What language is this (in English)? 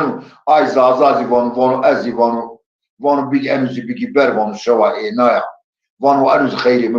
Zaza